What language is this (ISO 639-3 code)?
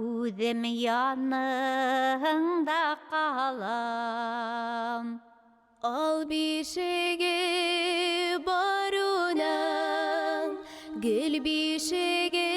bak